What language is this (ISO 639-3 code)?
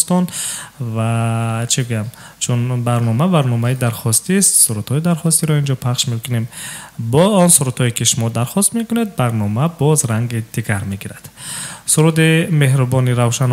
tgk